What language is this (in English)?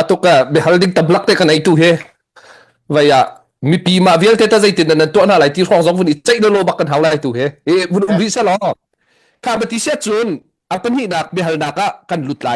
Hakha Chin